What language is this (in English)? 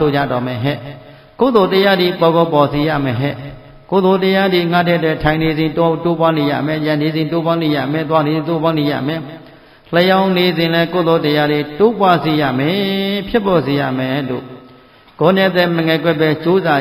Burmese